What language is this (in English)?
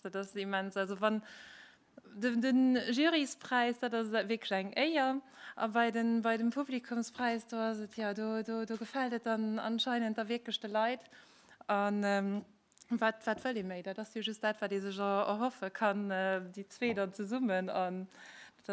Luxembourgish